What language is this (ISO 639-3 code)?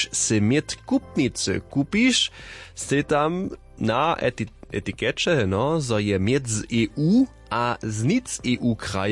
hsb